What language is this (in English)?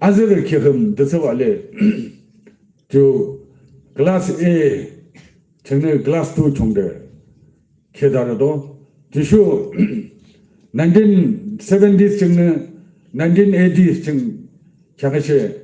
Yimchungru Naga